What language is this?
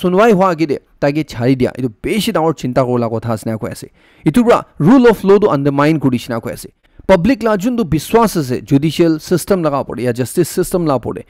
Naga Pidgin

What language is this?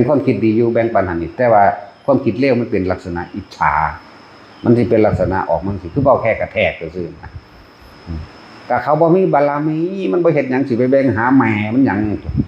Northeastern Thai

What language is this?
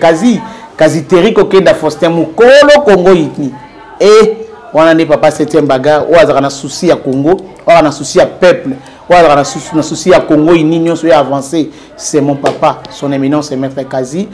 Lingala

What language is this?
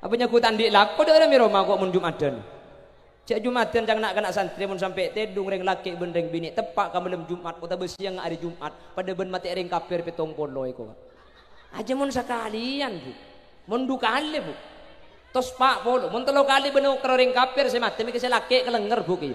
Madurese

